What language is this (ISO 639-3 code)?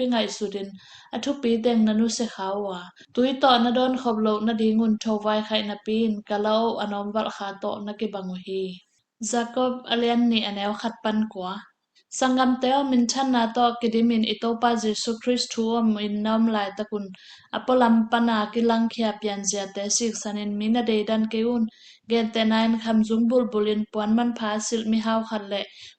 ctd